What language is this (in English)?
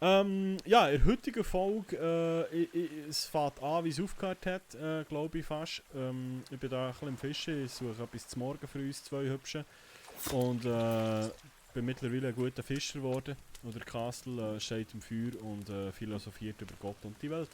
Swiss German